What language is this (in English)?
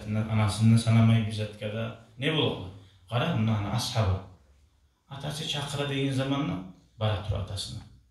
Kumyk